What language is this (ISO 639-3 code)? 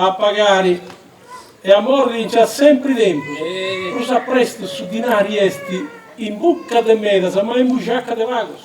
srd